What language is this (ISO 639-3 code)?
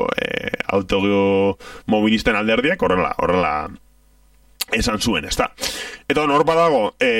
eus